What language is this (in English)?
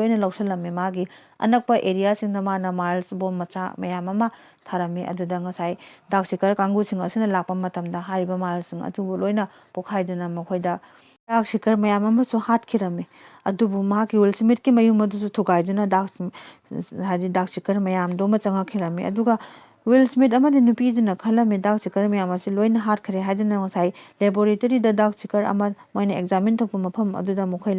Manipuri